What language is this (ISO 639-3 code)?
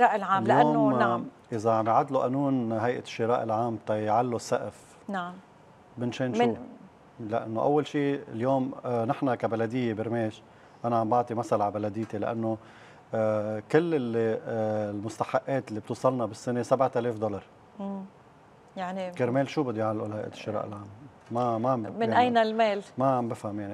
apc